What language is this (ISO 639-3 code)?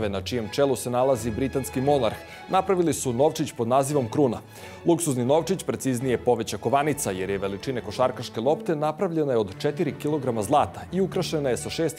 srp